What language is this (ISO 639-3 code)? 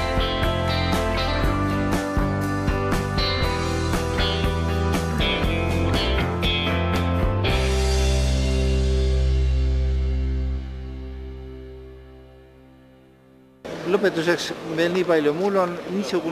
est